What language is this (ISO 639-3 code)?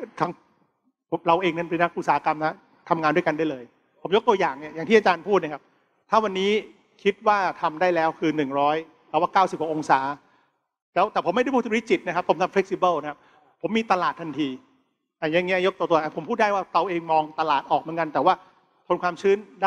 tha